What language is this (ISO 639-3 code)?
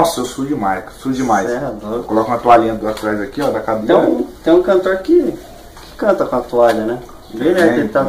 por